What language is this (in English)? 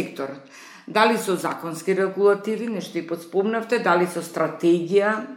Macedonian